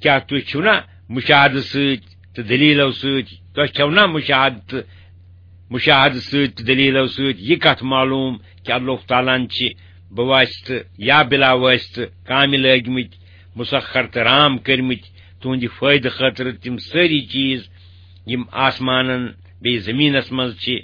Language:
Kashmiri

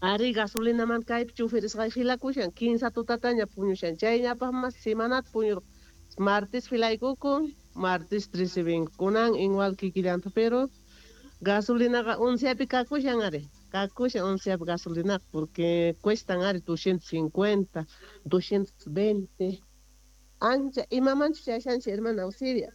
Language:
South Bolivian Quechua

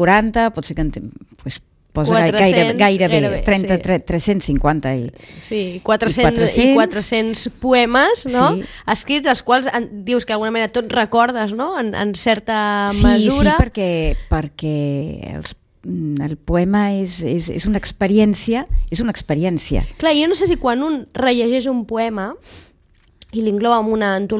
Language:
Catalan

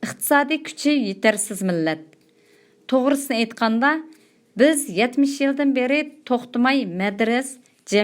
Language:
Uyghur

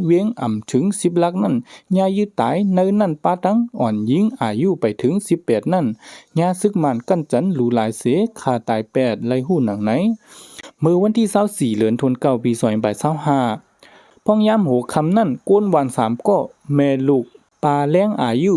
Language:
Shan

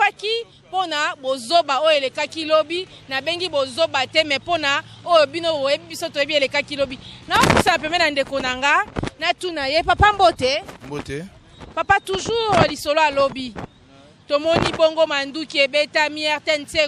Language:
Lingala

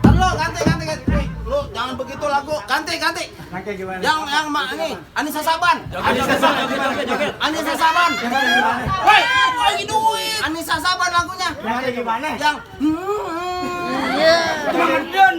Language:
Betawi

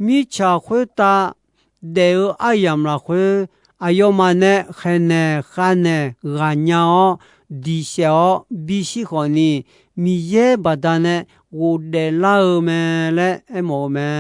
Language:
Akha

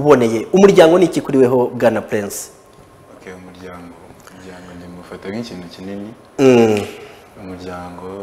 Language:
Kinyarwanda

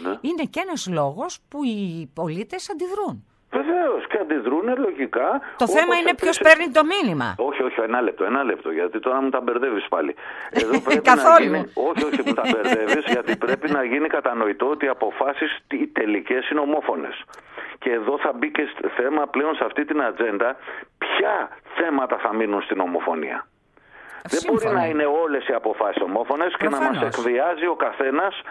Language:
Greek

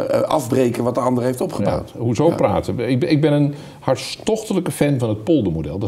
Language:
Dutch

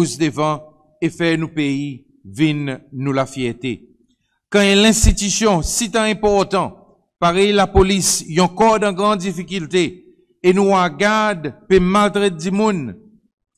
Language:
Seselwa Creole French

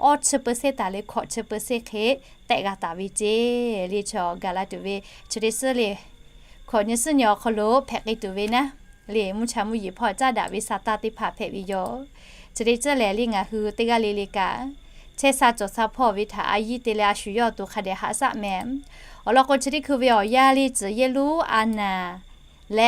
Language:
Lahu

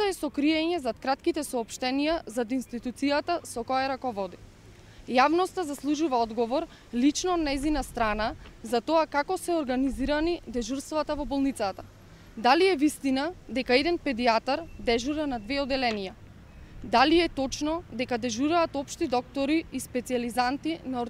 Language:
Macedonian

